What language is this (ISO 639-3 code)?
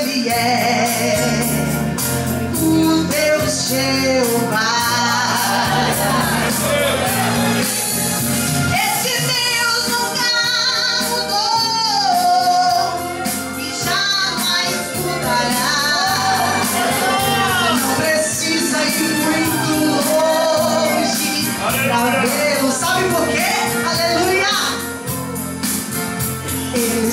por